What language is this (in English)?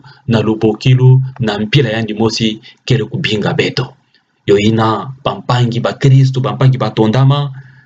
Kituba (Democratic Republic of Congo)